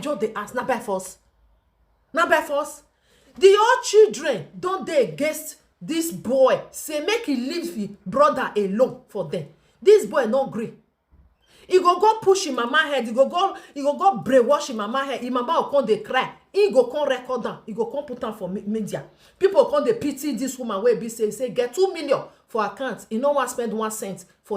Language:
Nigerian Pidgin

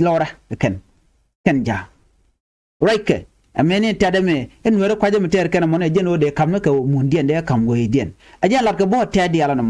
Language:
Nuer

